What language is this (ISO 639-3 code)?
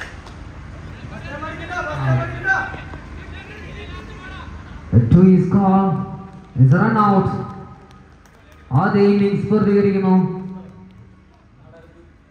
mal